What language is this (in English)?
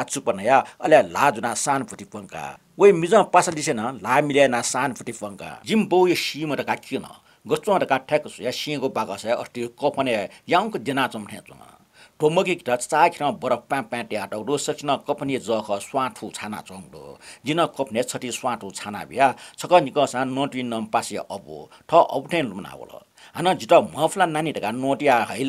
Newari